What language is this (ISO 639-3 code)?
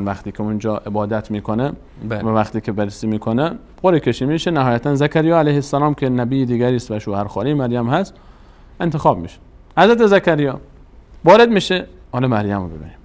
fas